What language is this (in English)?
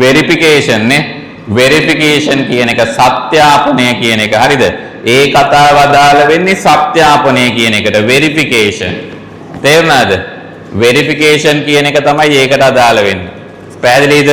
Sinhala